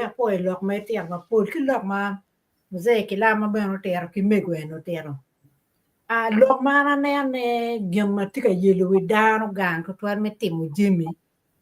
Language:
Acoli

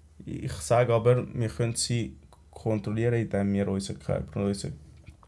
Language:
Swiss German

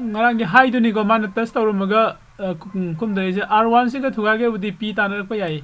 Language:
Manipuri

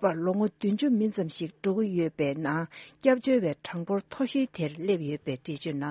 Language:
Tibetan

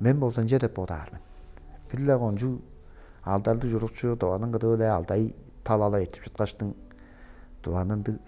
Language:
Tuvinian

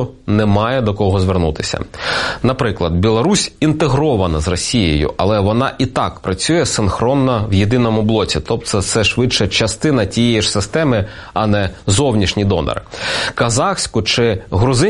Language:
Ukrainian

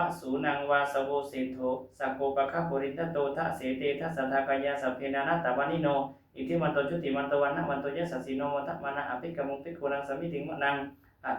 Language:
Pali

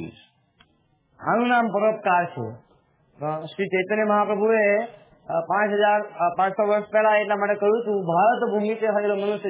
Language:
Gujarati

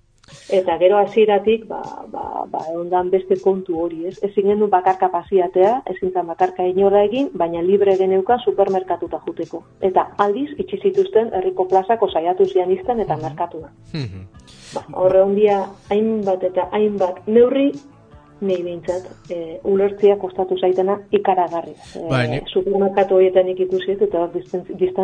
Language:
Basque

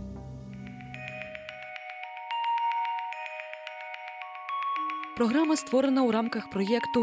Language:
Ukrainian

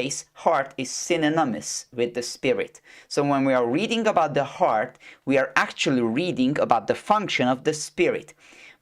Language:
English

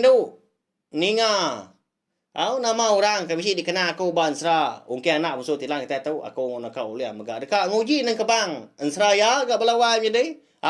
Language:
Iban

